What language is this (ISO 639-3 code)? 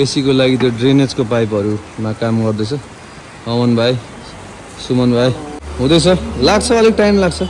nep